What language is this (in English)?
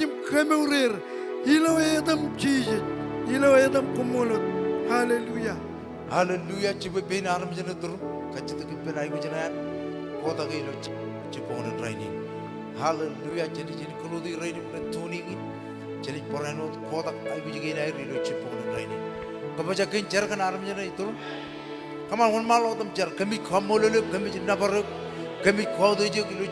Marshallese